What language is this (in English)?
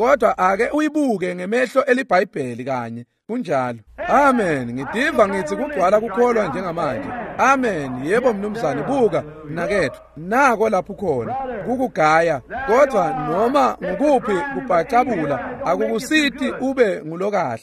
Swati